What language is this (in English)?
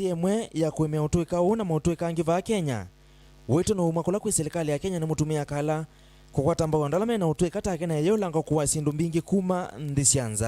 Kamba